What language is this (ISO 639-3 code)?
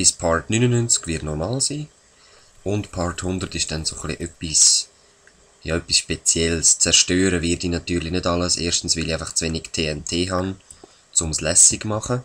gsw